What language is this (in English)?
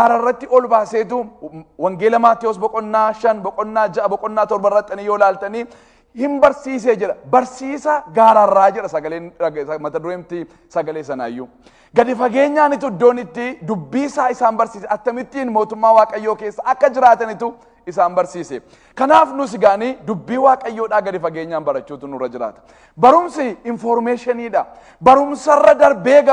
Oromo